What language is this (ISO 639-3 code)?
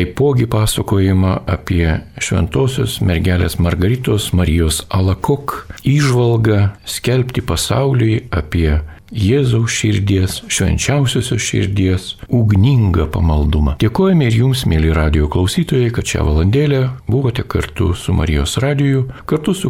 lit